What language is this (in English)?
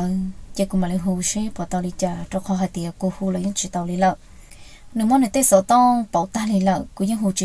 Hmong